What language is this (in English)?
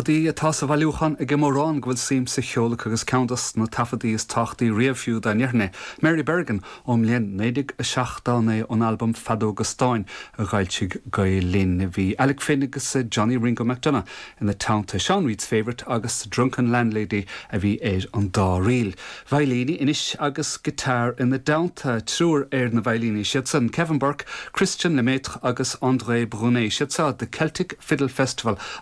Irish